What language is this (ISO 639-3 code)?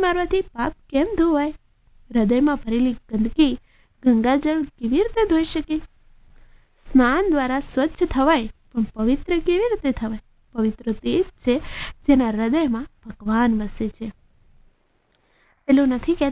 guj